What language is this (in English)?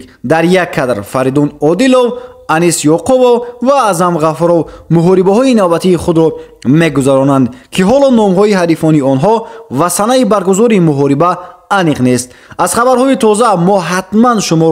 Tajik